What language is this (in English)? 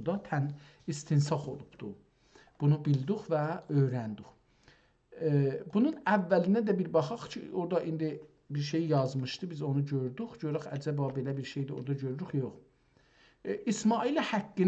South Azerbaijani